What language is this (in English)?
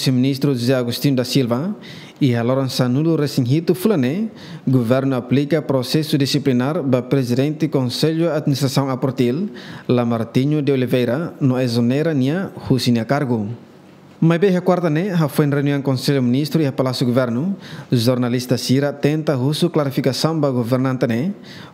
Tetum